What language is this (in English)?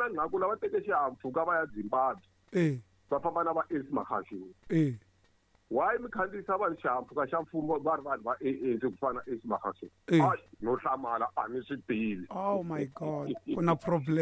Tsonga